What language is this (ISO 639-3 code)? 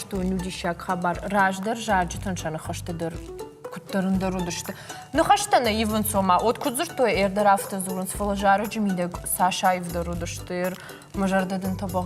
oss